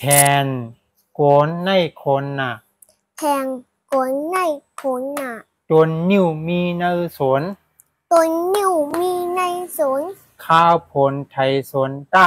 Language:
Shan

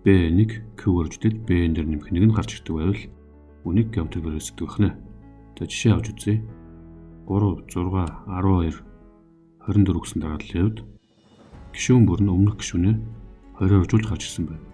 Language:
Mongolian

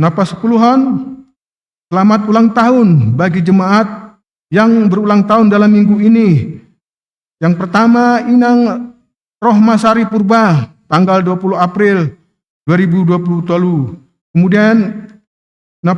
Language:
Batak Simalungun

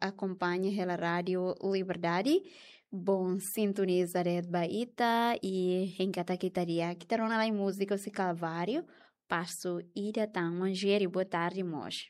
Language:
Tetum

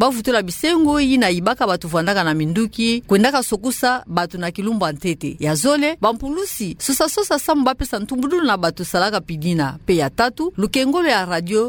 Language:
Kituba (Democratic Republic of Congo)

